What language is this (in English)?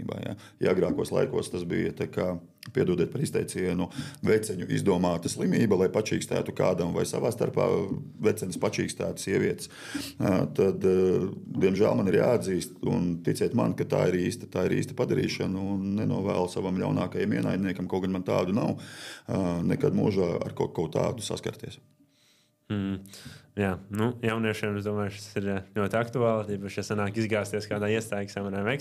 Latvian